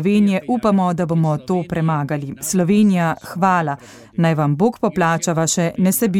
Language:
Slovenian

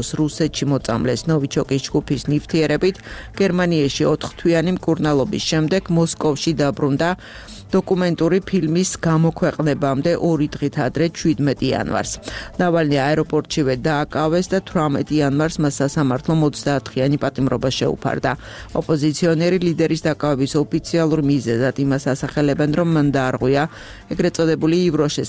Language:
Georgian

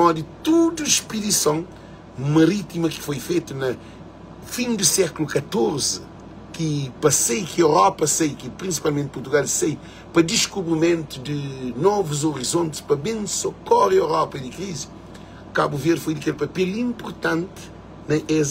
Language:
Kabuverdianu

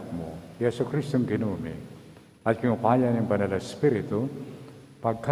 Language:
Pampanga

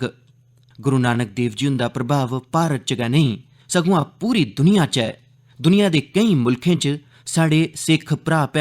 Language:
Dogri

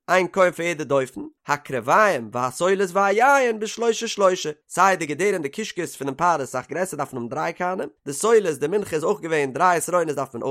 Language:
Yiddish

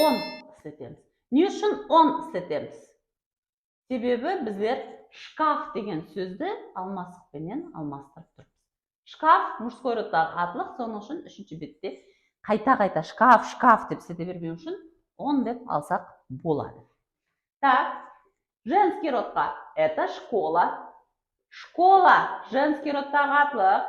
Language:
Kara-Kalpak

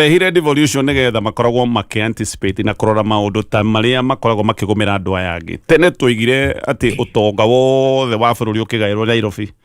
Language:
Kikuyu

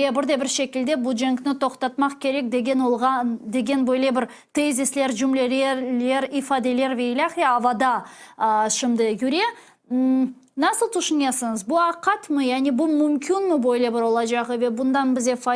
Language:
Crimean Tatar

